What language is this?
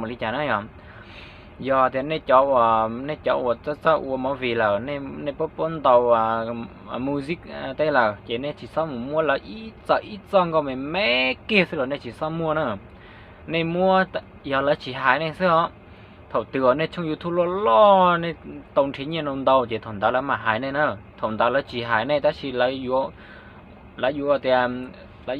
Hmong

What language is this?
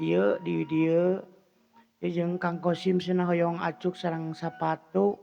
Sundanese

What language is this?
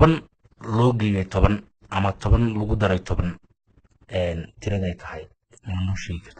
Somali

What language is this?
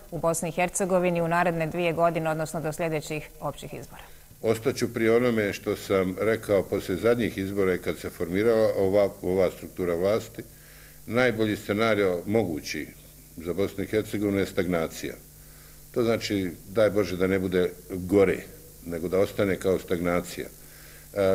Bosnian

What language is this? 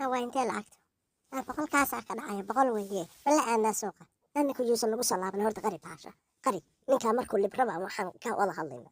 Somali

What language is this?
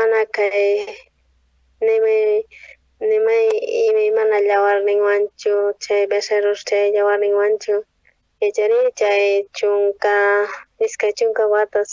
South Bolivian Quechua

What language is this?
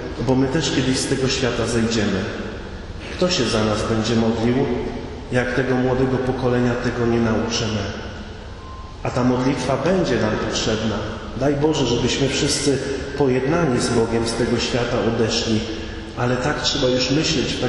Polish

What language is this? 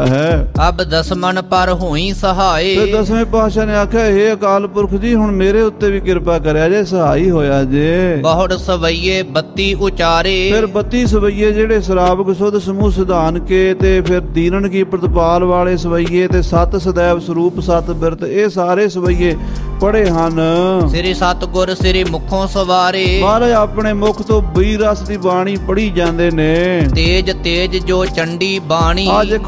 Punjabi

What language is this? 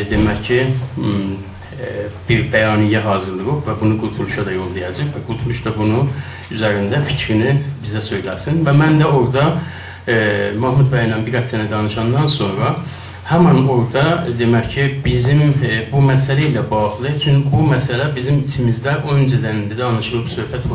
South Azerbaijani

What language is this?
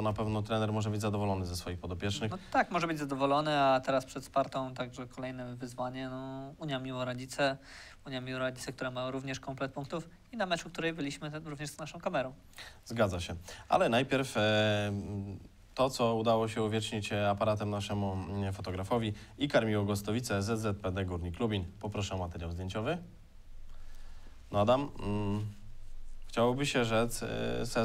Polish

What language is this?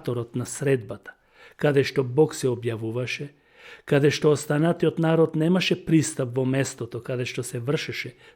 Macedonian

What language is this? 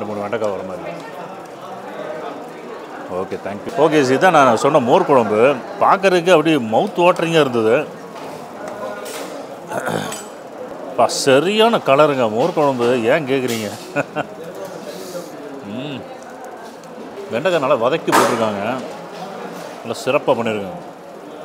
Tamil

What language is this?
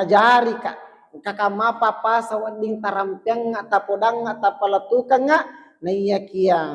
Buginese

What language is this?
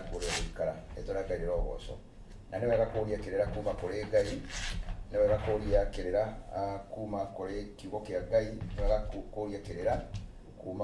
Kikuyu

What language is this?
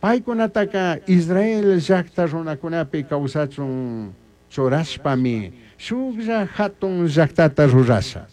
Chimborazo Highland Quichua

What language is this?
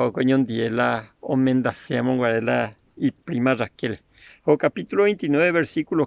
Guarani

